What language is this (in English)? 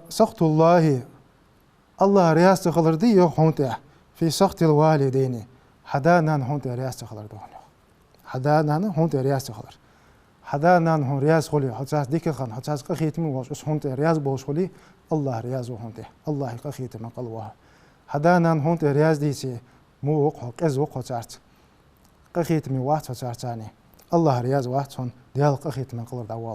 Ingush